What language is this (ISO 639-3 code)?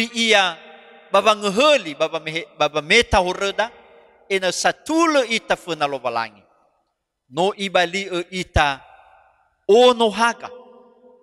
nia